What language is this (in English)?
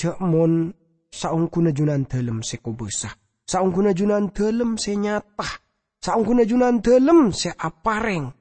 Madurese